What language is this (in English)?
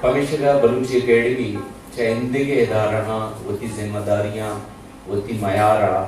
Eastern Balochi